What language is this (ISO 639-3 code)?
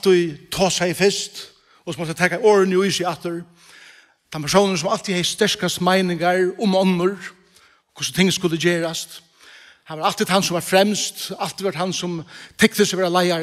fao